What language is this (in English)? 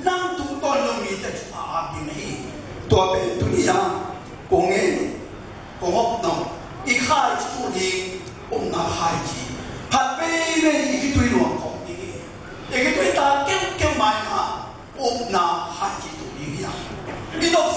Tedim Chin